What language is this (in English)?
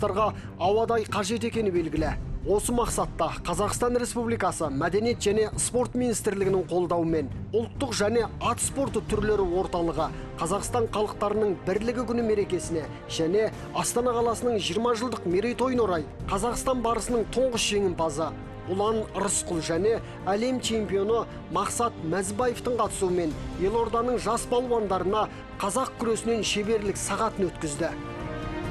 Kazakh